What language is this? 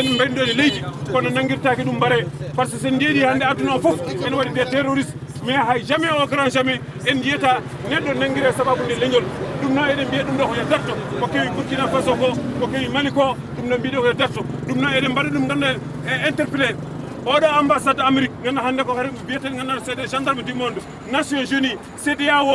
Fula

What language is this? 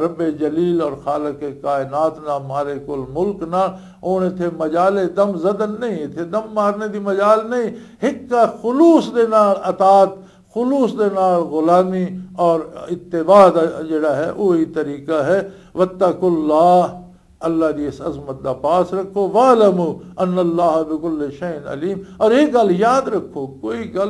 Western Panjabi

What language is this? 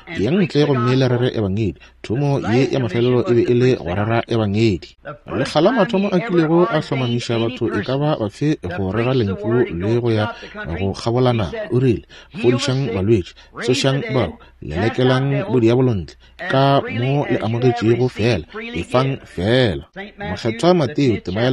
Northern Sotho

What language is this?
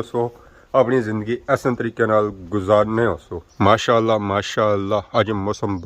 Pahari-Potwari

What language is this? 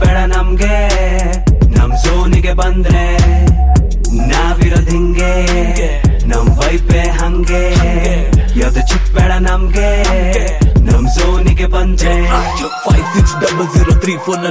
Kannada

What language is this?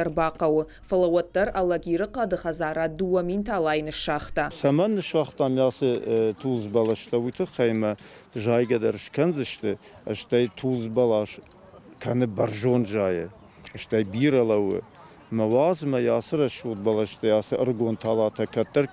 Ossetic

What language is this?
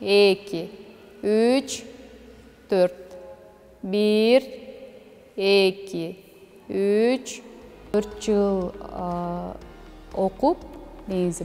Kyrgyz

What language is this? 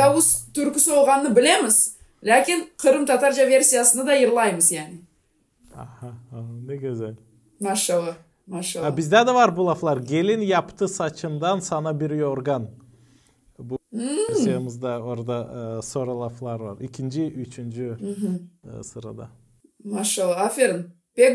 Gagauz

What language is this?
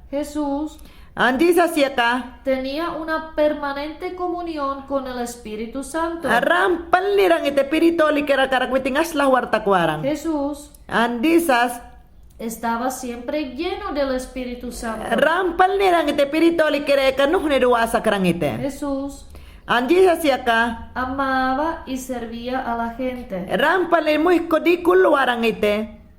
Mayangna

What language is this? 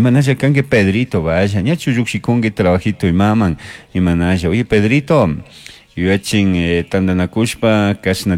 Chimborazo Highland Quichua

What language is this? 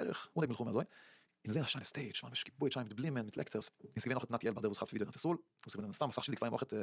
Yiddish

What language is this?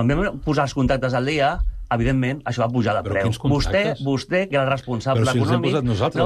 Catalan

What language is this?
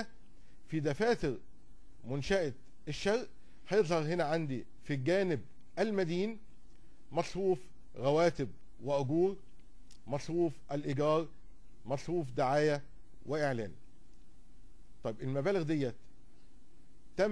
Egyptian Arabic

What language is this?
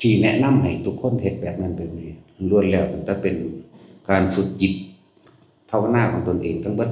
Northeastern Thai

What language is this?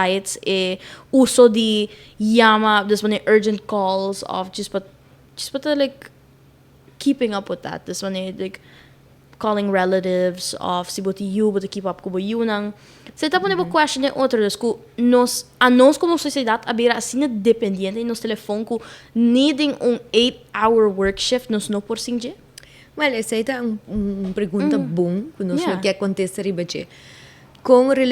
Papiamento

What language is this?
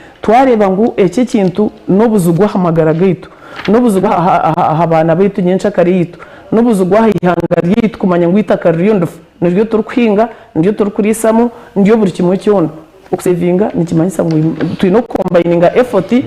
Nyankole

